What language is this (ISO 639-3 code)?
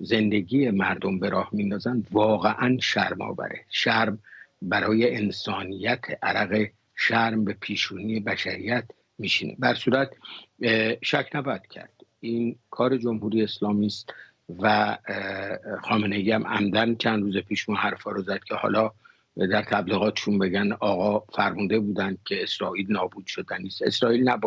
fas